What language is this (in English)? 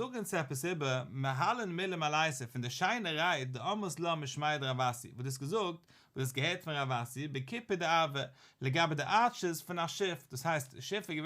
Yiddish